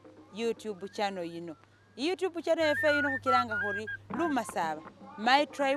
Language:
Masaaba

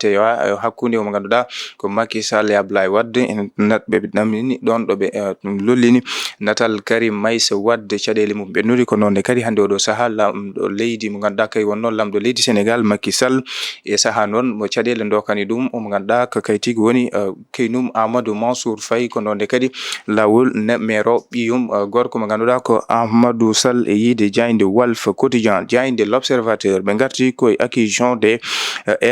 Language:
Fula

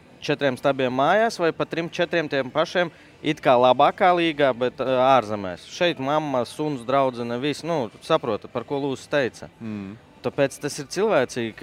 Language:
Latvian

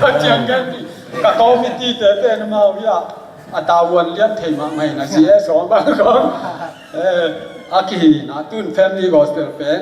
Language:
Tedim Chin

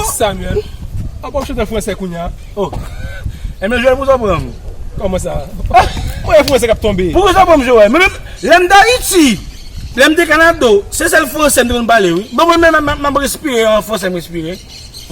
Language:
Haitian Creole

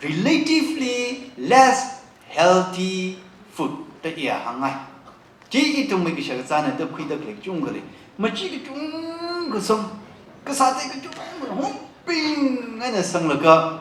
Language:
Tangkhul Naga (India)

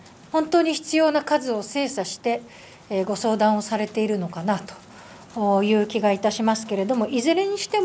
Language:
Japanese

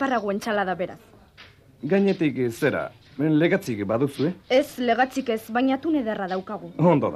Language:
Basque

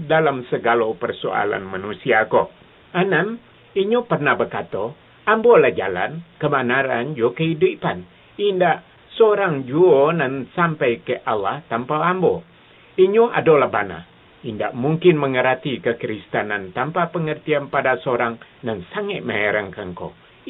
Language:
Minangkabau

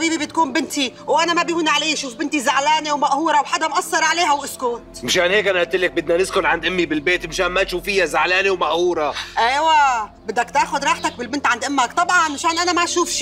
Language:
North Levantine Arabic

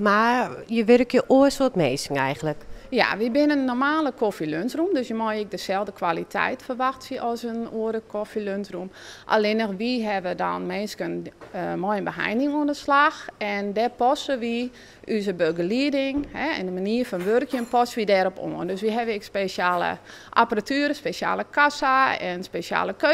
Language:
Western Frisian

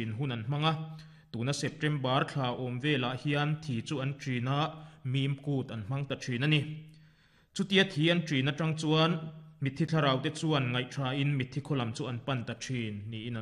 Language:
Mizo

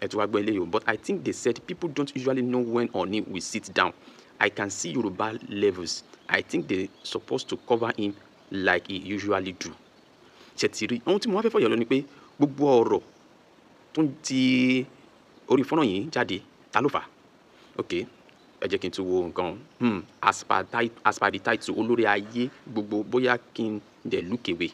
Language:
Yoruba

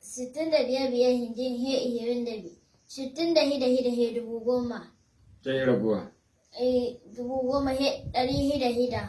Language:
Hausa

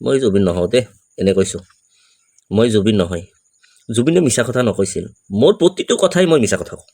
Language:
Assamese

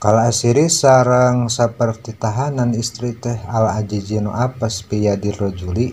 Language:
Sundanese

